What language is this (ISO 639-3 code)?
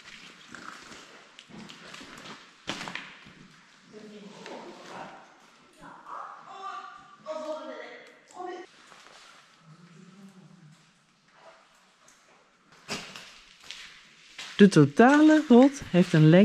nld